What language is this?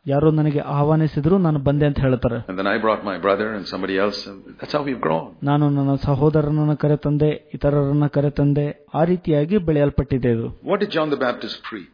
Kannada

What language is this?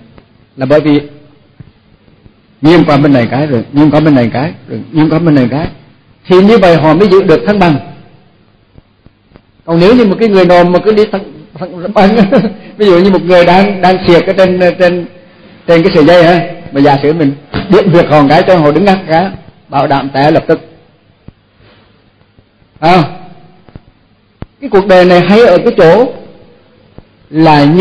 Vietnamese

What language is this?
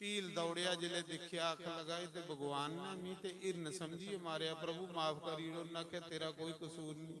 Dogri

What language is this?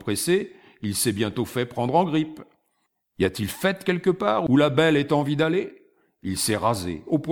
French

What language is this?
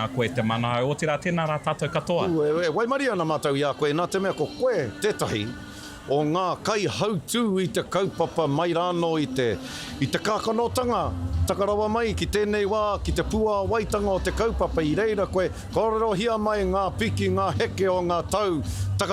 Māori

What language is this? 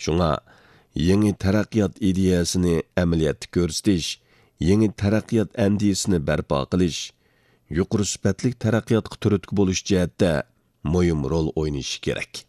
Uyghur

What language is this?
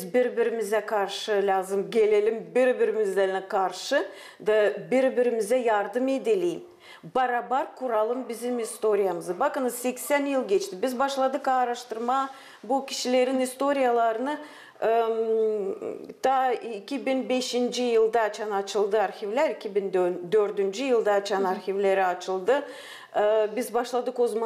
Gagauz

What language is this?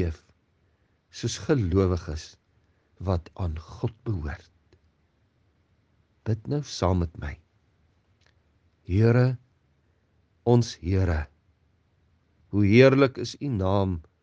Afrikaans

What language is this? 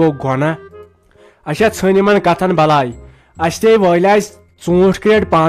Kashmiri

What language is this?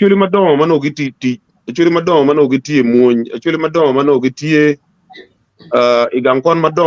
Acoli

